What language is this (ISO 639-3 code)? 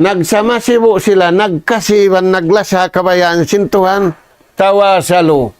tsg